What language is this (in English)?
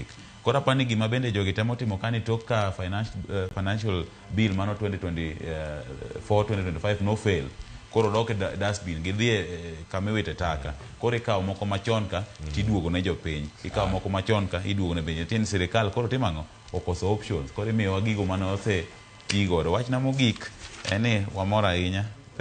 Luo (Kenya and Tanzania)